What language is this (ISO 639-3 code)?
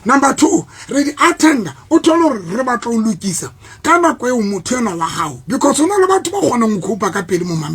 sot